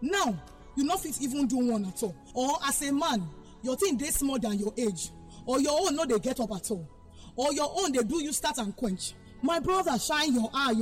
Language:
Nigerian Pidgin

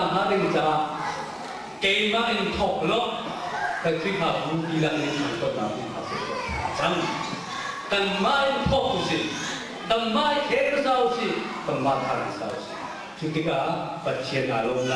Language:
Hakha Chin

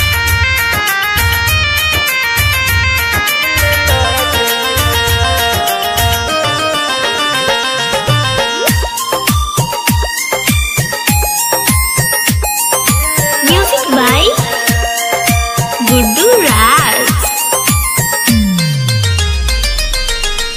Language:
Bhojpuri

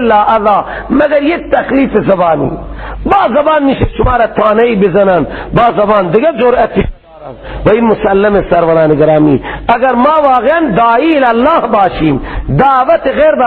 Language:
Persian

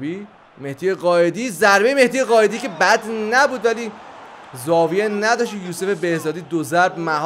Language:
Persian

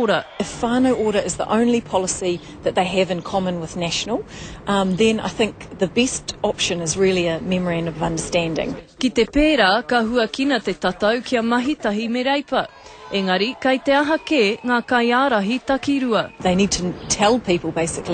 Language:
Māori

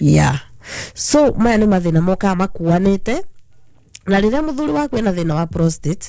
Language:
Kikuyu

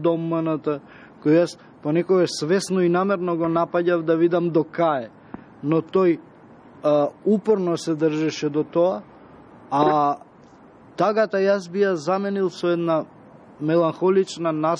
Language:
Macedonian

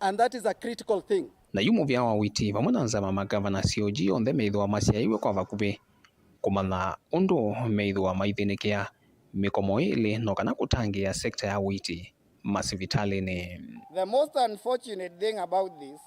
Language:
Kamba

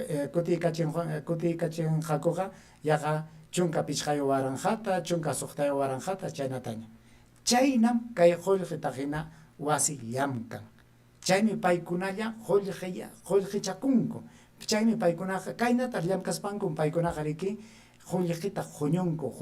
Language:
Ayacucho Quechua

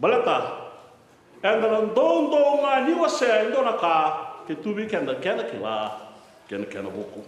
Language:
Fijian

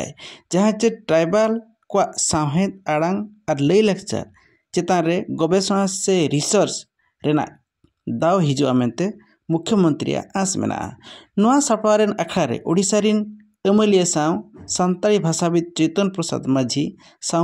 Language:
Santali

